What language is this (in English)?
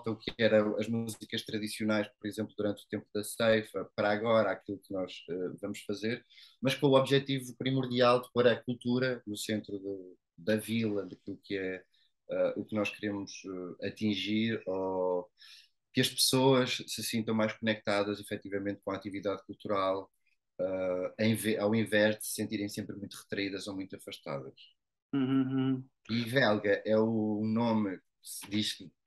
Portuguese